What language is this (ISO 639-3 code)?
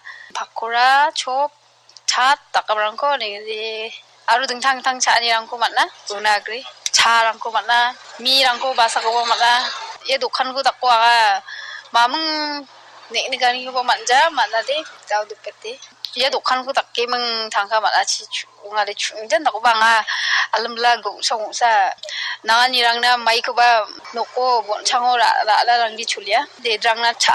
grt